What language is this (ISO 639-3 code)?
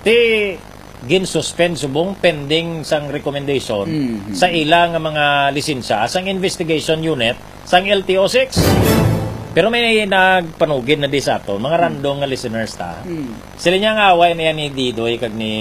hil